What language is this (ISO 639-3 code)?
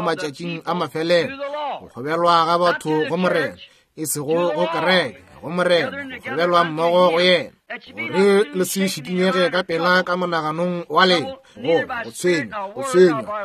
nso